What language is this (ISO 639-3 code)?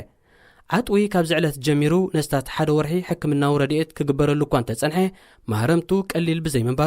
tir